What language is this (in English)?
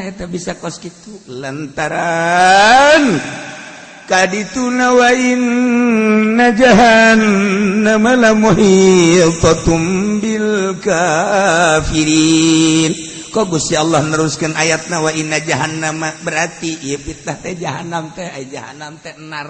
Sundanese